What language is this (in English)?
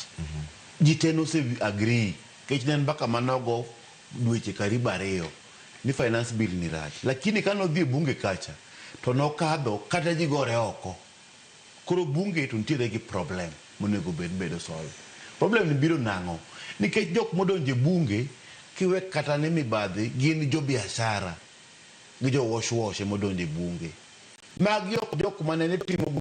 Luo (Kenya and Tanzania)